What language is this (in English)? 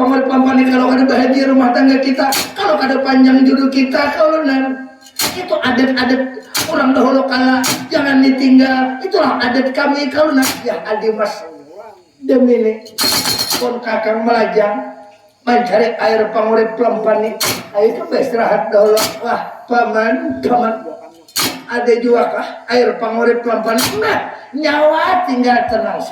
Banjar